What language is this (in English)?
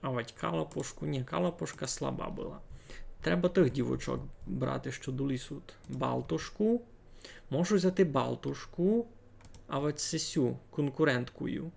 Rusyn